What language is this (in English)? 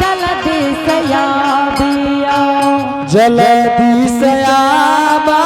Angika